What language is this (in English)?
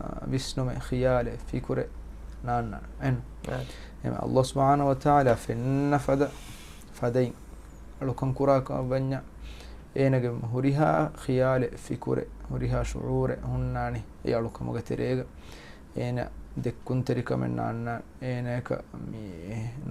Divehi